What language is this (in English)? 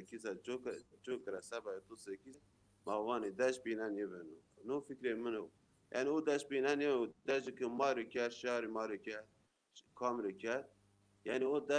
Zaza